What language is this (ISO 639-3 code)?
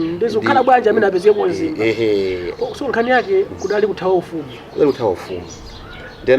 nya